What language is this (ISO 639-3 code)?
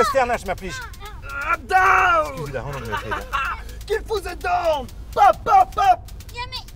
bre